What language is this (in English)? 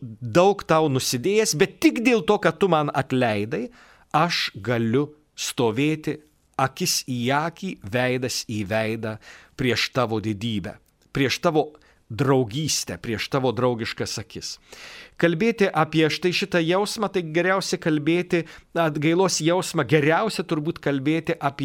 Lithuanian